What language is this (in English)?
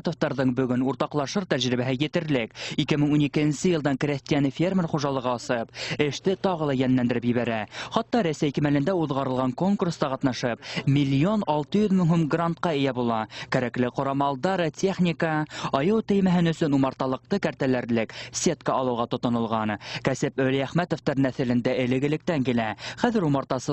Bashkir